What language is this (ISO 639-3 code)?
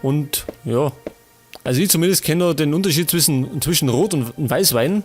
bar